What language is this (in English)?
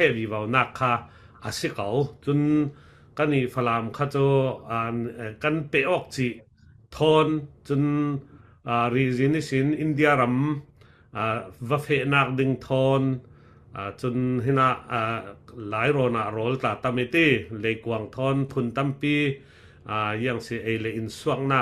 Falam Chin